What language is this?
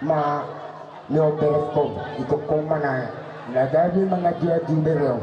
Batak Toba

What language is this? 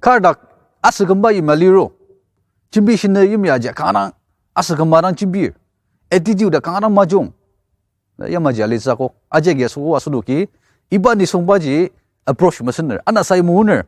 Ao Naga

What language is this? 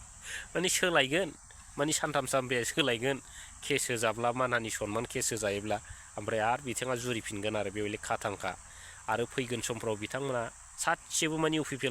Bodo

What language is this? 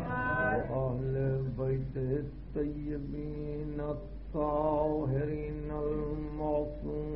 Urdu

